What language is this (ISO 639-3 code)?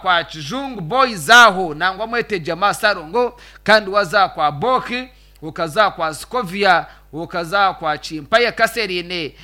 nyn